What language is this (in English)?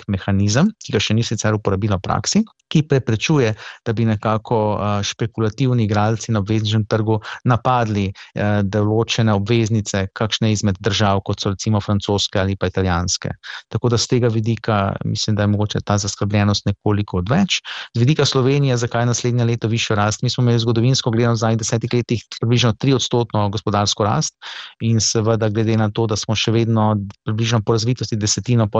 Slovenian